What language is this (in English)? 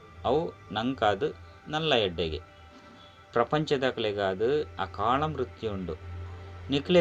Tulu